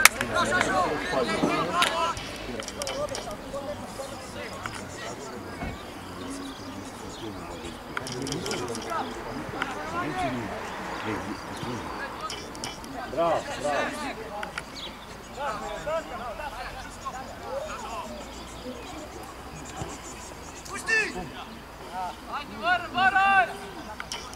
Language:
Slovenian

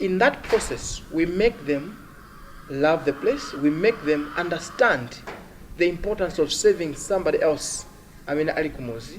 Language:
Nyanja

